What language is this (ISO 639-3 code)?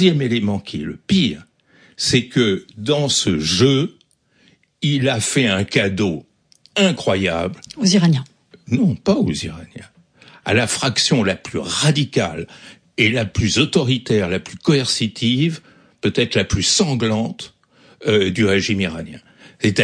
fra